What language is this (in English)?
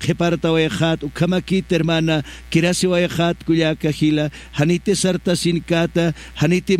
Aymara